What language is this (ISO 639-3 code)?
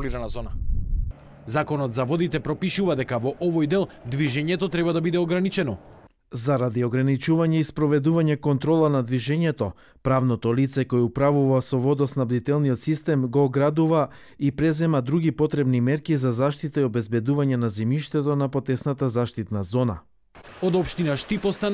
mkd